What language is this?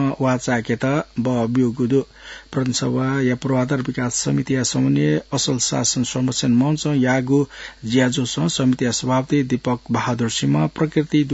Newari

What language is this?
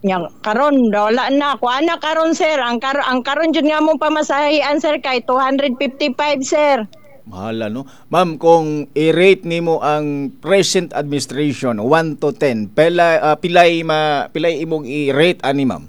Cebuano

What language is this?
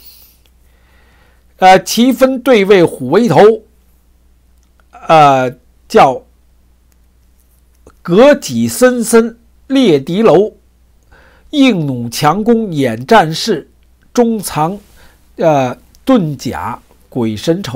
Chinese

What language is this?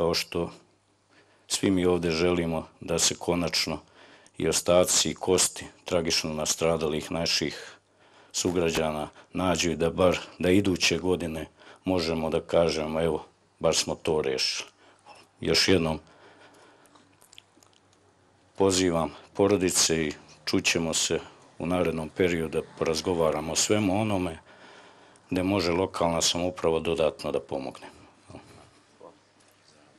Bosnian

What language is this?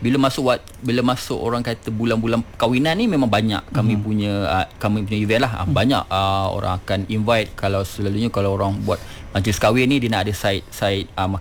Malay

